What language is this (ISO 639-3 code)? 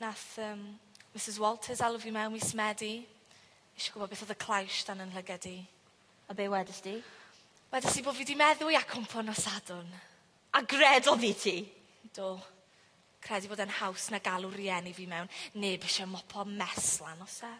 cym